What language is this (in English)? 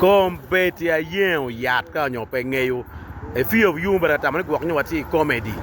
Acoli